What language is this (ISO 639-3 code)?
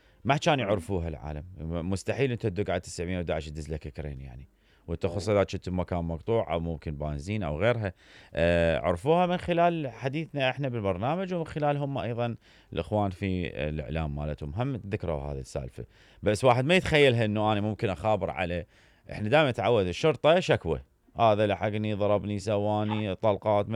acm